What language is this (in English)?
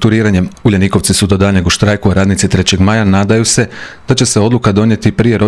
Croatian